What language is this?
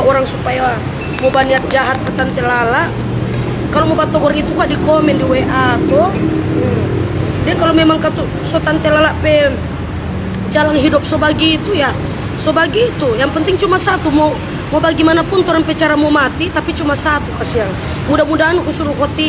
Manado Malay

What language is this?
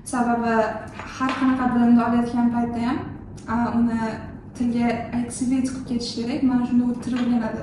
Uzbek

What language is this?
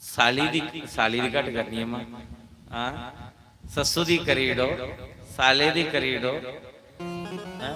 Dogri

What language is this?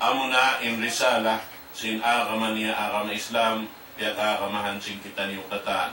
Tausug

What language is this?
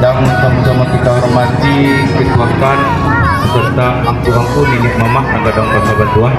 Minangkabau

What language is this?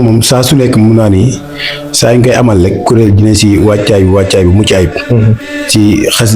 Wolof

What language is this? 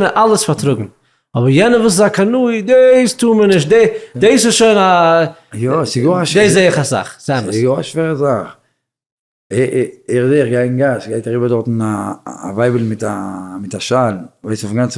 Yiddish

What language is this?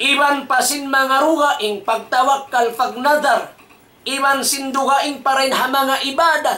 Tausug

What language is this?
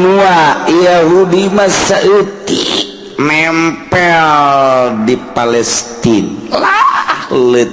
Sundanese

